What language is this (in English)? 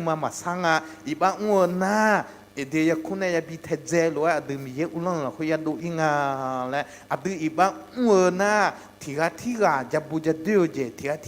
Akha